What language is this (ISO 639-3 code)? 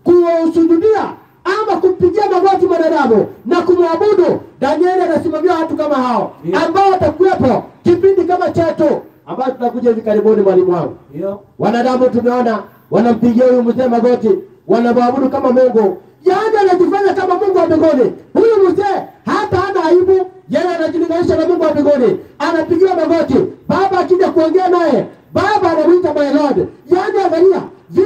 swa